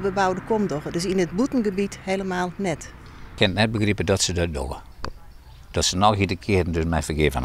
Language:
Western Frisian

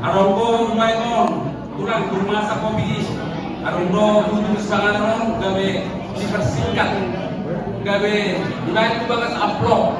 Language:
Batak Toba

